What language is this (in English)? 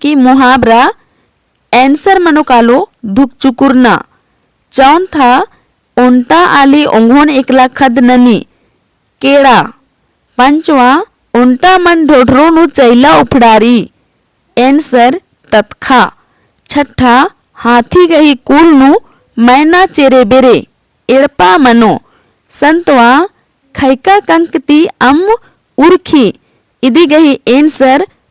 Kurukh